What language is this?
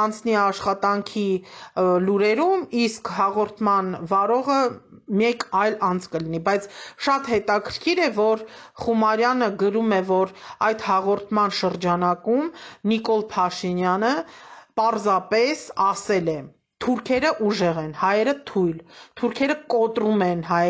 Armenian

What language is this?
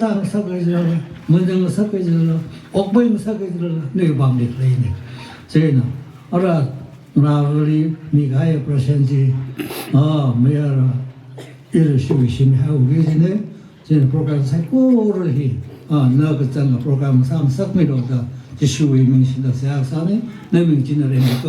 Tangkhul Naga (India)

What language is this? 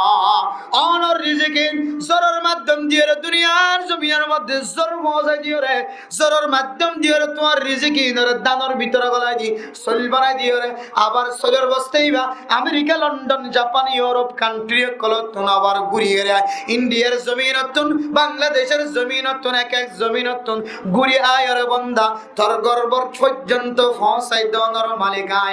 Rohingya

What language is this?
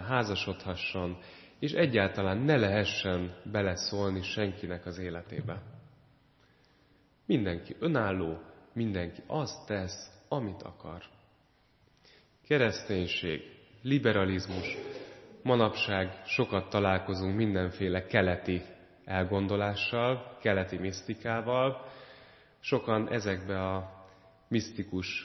Hungarian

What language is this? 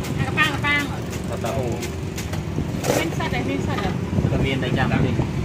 Vietnamese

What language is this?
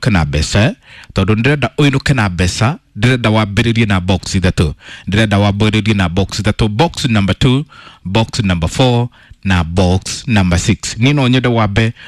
Kikuyu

